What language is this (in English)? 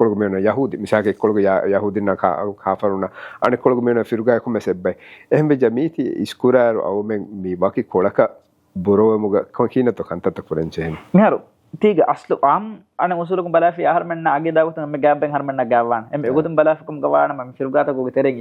Divehi